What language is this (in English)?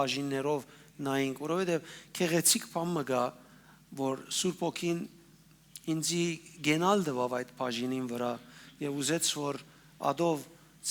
Western Armenian